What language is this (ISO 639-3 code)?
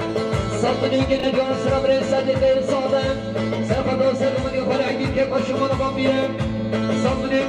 kur